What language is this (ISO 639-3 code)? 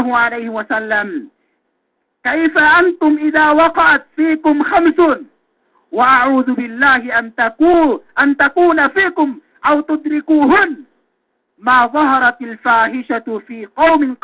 yka